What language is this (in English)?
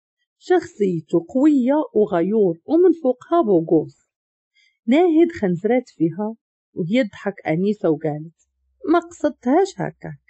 Moroccan Arabic